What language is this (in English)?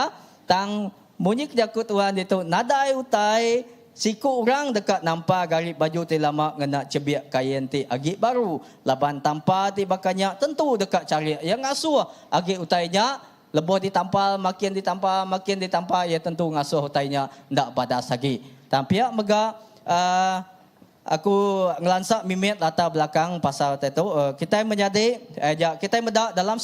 Iban